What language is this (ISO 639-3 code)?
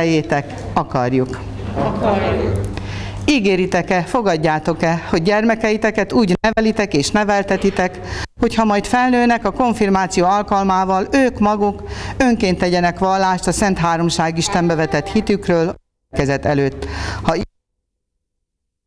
hun